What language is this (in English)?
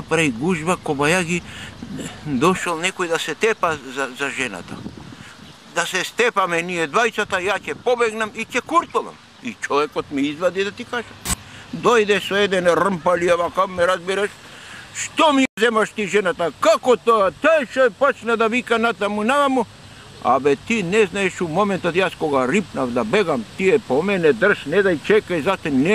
Macedonian